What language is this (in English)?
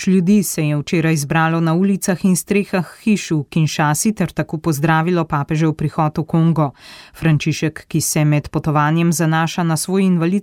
Slovenian